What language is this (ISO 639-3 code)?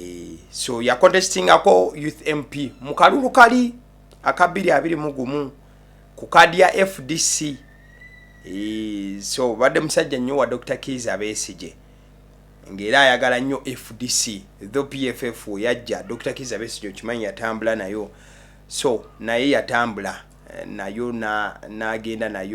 lug